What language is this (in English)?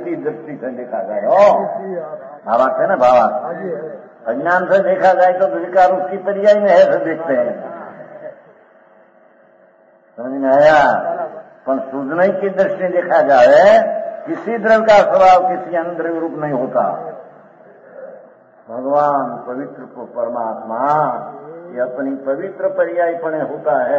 Hindi